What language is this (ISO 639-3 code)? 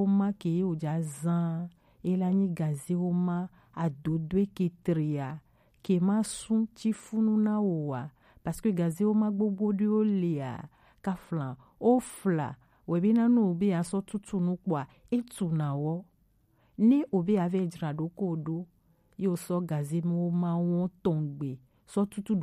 gej